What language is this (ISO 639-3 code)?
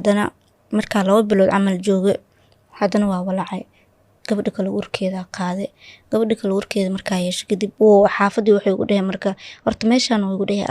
som